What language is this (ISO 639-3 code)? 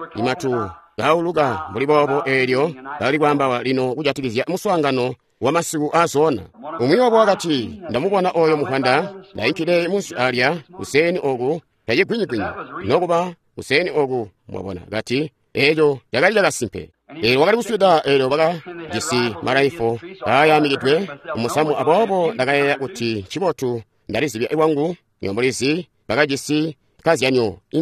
toi